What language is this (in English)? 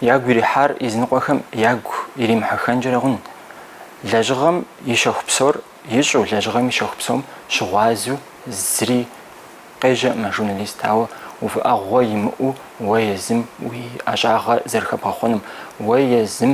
Kabardian